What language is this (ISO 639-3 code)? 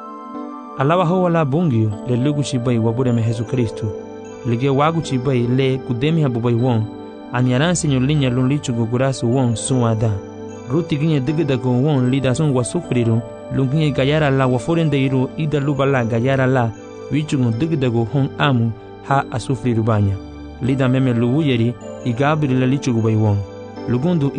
cab